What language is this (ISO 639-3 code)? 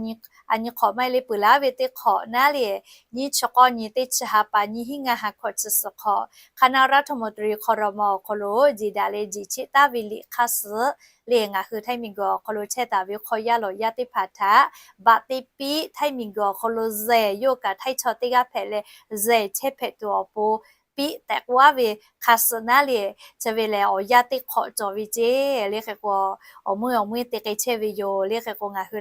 lhu